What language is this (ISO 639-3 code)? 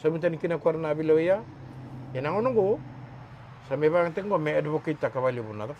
fij